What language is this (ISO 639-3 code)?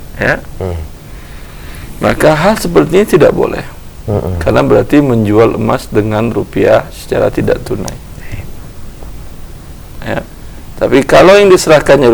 ind